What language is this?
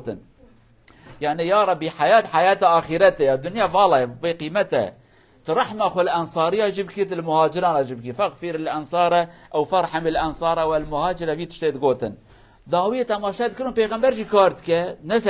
Kurdish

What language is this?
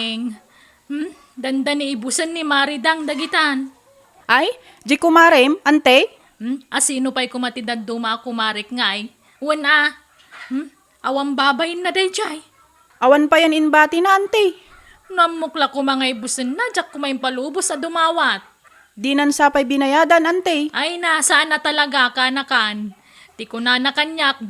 Iloko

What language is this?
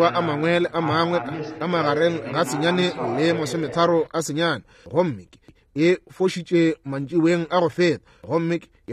Northern Sotho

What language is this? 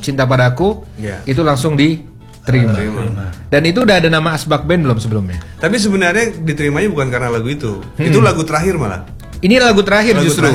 Indonesian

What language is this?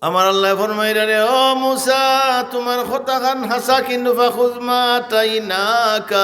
Sylheti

